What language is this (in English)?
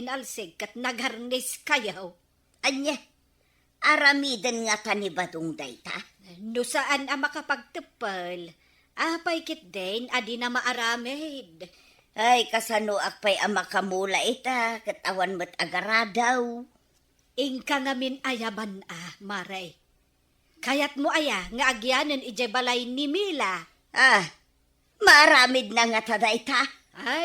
Iloko